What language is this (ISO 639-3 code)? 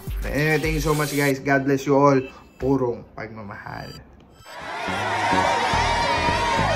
fil